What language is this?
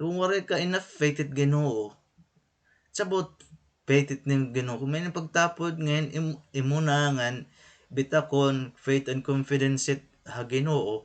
Waray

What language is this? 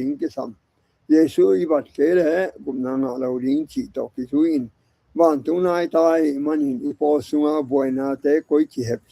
Tedim Chin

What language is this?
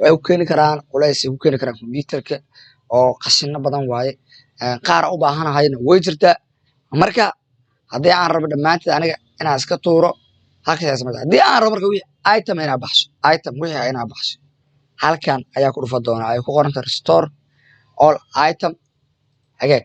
Somali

